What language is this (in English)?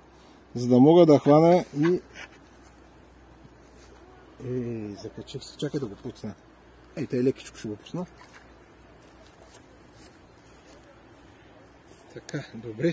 Bulgarian